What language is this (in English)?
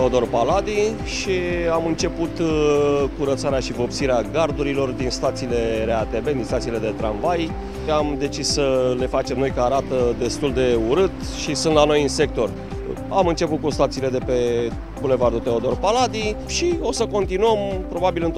Romanian